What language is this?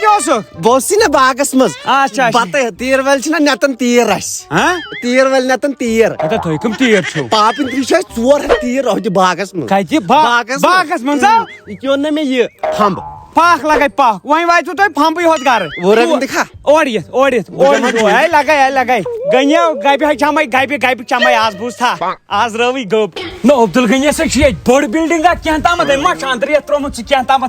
Kashmiri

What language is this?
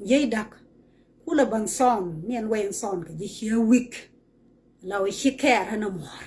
Nuer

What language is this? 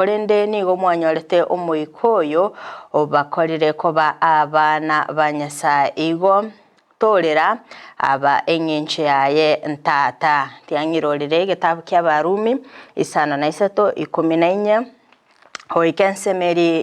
Gusii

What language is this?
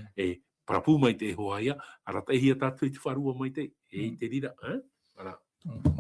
Tahitian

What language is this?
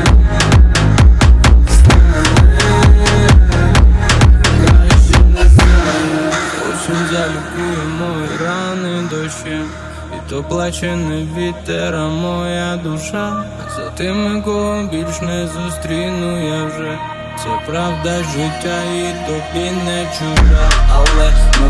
Ukrainian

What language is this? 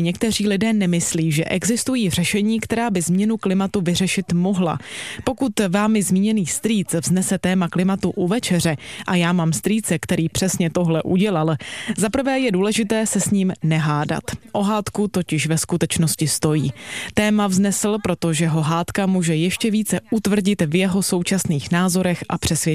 Czech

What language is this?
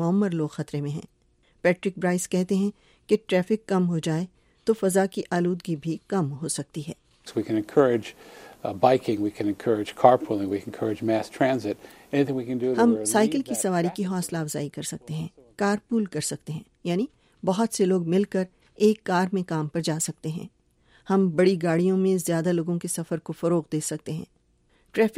Urdu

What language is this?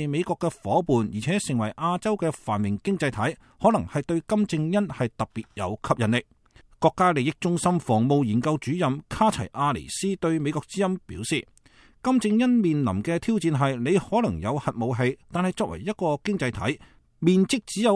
Cantonese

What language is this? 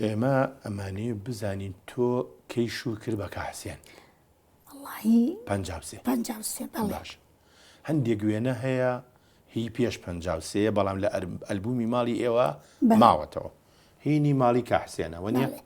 Central Kurdish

